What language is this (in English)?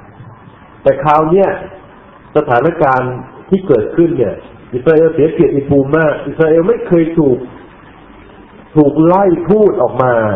Thai